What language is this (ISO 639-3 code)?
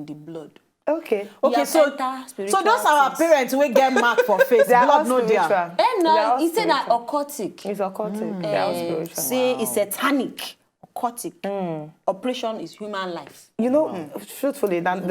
pcm